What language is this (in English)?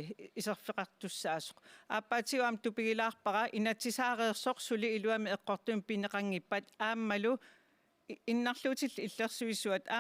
Kalaallisut